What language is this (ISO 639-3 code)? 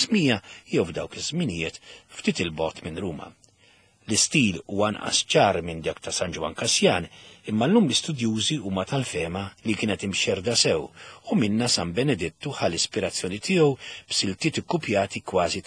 mlt